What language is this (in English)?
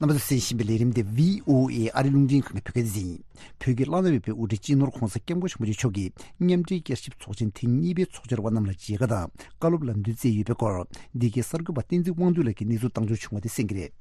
Tibetan